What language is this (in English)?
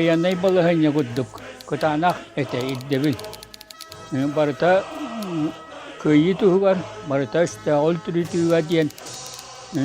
Yakut